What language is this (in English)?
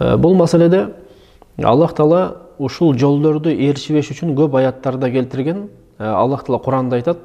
Kyrgyz